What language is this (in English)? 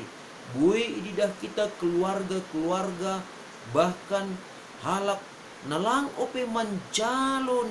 Batak Simalungun